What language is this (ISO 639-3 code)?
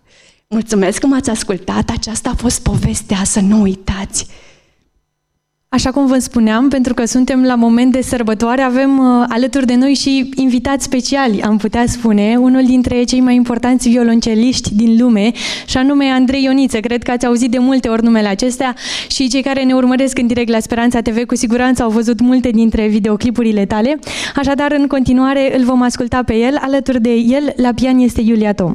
ron